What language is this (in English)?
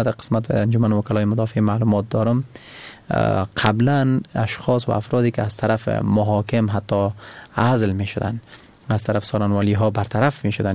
Persian